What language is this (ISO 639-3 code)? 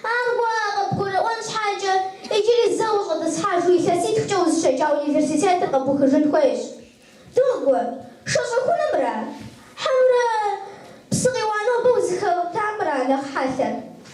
kbd